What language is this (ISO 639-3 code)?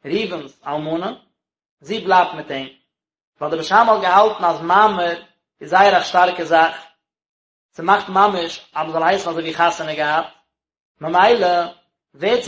yid